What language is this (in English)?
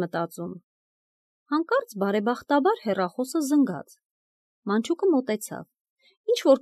Armenian